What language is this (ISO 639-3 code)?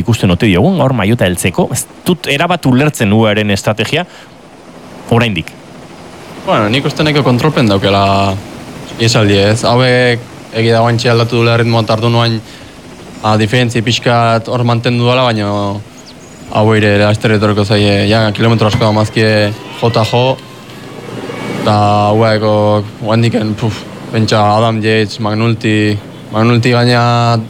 eus